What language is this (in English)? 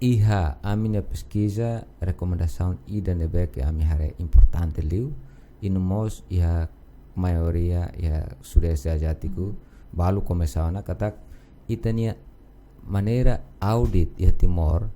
Tetum